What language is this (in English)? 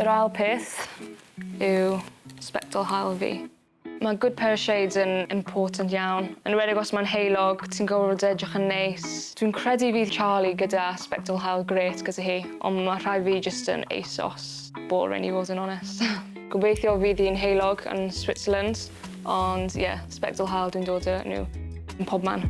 Welsh